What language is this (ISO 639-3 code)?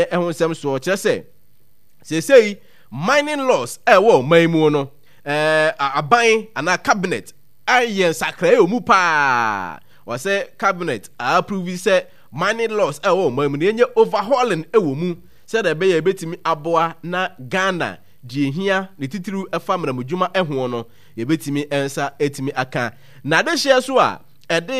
aka